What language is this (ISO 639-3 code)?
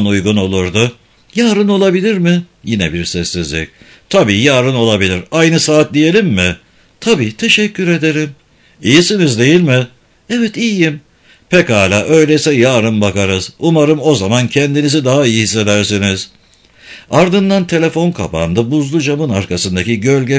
tur